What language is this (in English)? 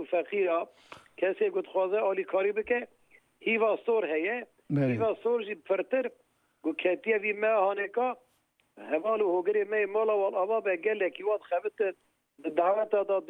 Kurdish